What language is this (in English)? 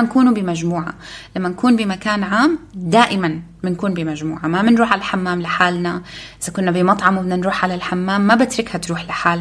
North Levantine Arabic